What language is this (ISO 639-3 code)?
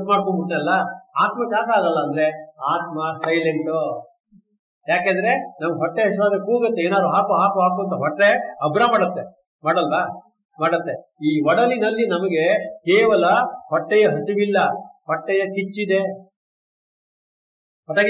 kan